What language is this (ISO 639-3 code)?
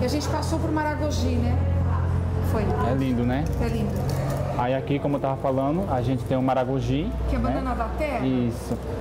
por